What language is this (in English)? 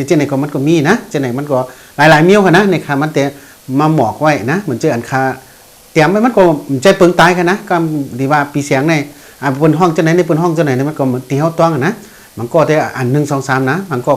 Shan